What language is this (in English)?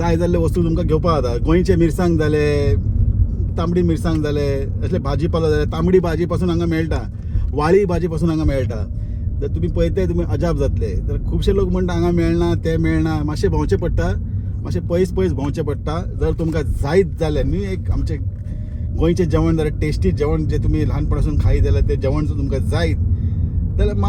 Konkani